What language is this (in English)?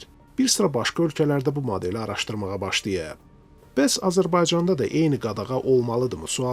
Azerbaijani